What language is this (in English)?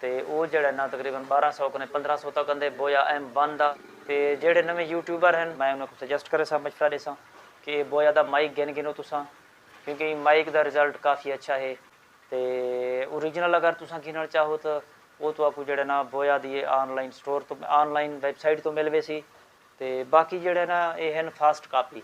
Saraiki